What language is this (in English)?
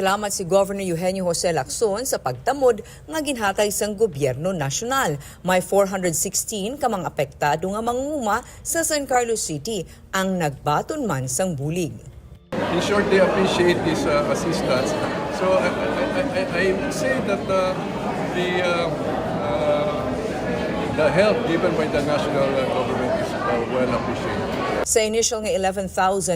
Hiligaynon